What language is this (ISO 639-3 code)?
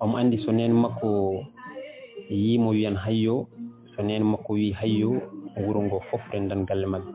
ful